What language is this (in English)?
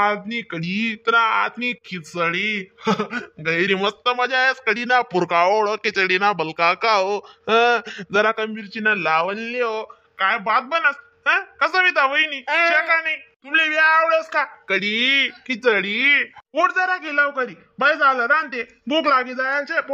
Khandesi